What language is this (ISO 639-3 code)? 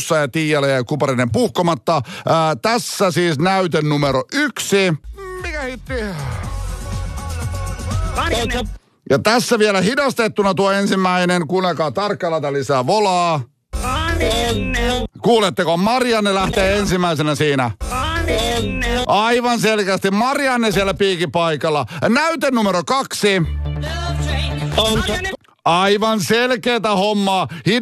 fin